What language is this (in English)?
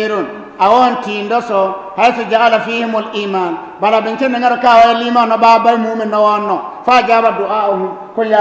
Bissa